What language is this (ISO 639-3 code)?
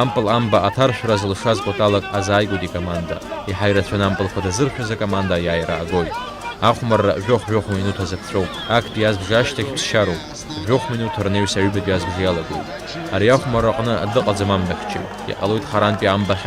abk